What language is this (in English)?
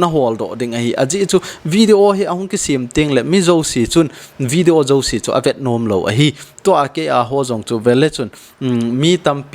Thado Chin